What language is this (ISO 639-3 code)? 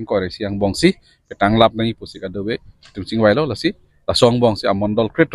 mjw